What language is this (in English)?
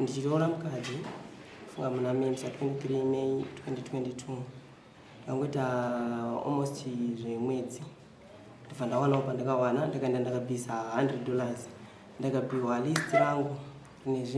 Shona